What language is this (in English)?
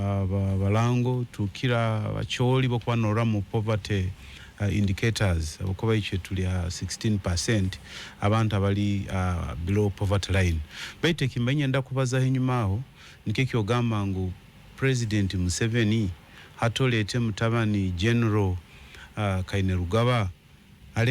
Ganda